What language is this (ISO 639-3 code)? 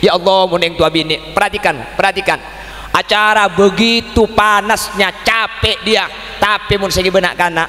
mad